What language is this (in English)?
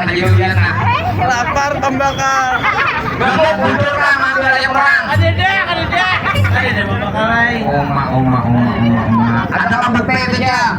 Banjar